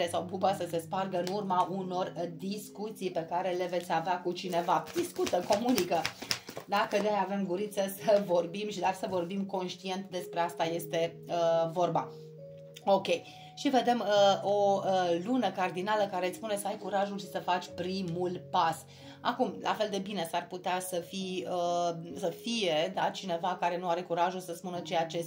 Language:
Romanian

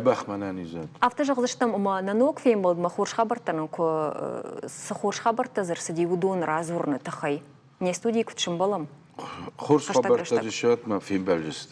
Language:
Ossetic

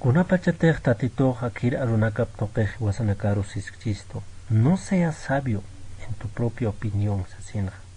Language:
Aymara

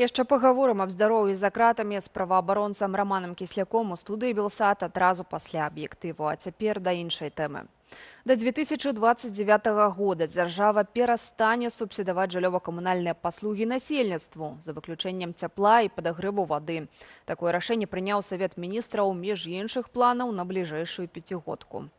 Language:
Belarusian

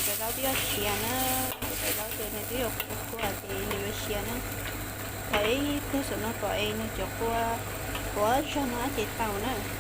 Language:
Hmong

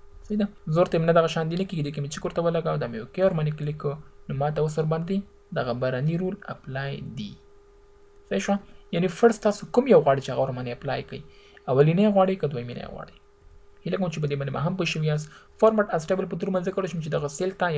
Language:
Pashto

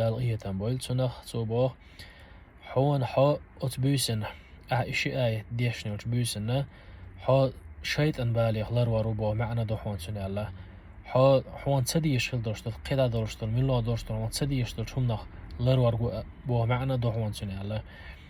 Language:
Chechen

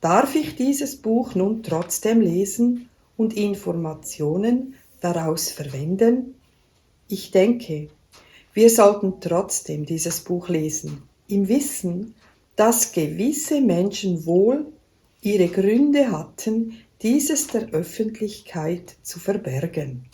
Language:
Swiss German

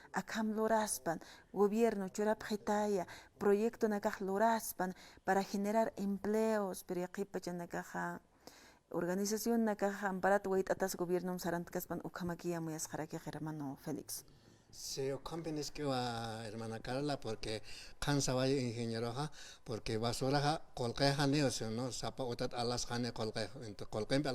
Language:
Aymara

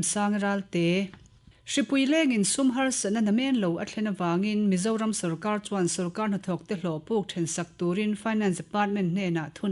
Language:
Mizo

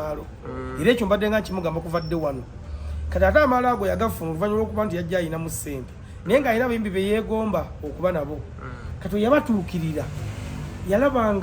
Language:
Ganda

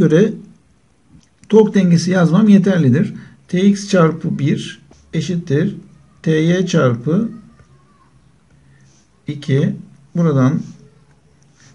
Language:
Turkish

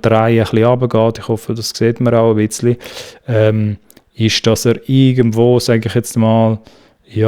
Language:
Swiss German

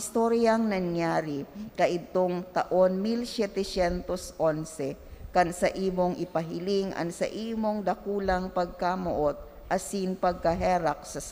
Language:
Bikol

